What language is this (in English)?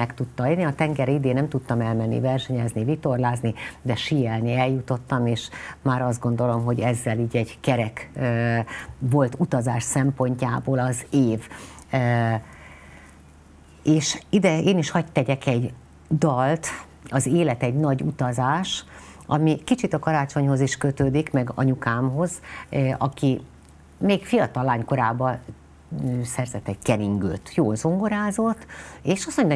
Hungarian